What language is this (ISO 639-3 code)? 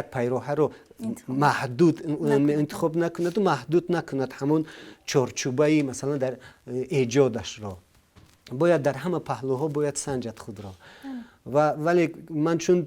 tgk